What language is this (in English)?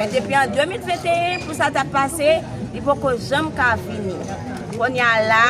Haitian Creole